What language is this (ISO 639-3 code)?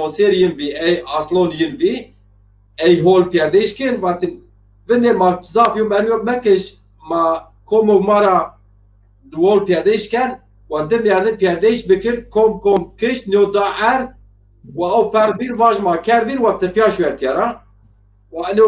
zza